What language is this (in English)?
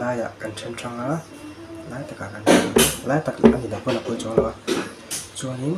Mizo